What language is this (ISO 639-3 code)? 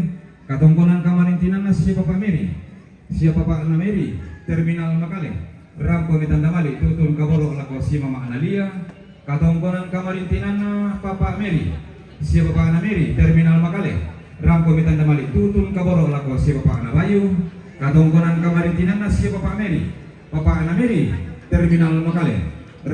sda